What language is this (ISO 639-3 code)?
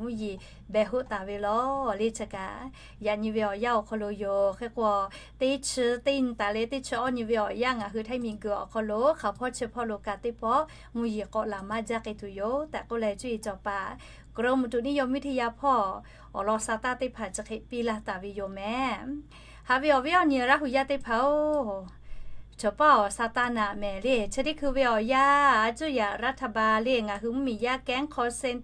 lhu